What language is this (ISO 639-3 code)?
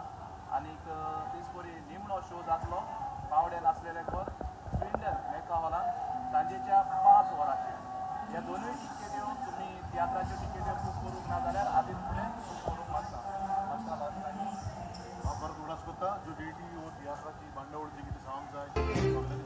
kok